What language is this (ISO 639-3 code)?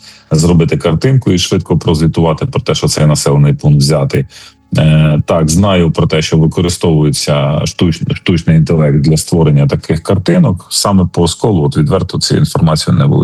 ukr